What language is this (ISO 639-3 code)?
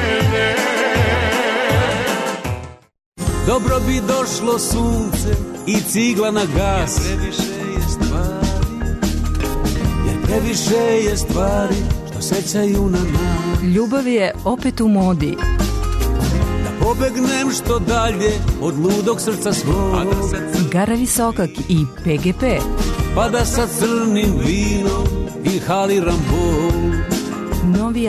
srp